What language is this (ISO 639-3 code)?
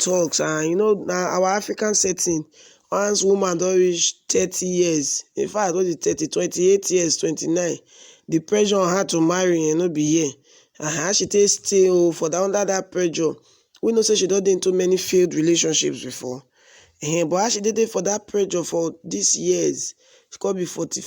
pcm